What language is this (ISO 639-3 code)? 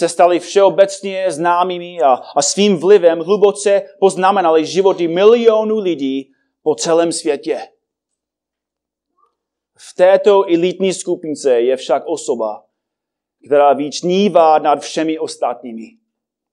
ces